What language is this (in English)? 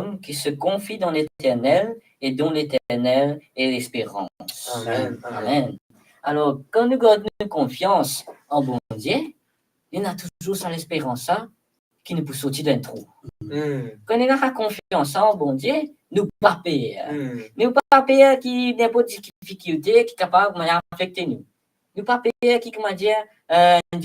Morisyen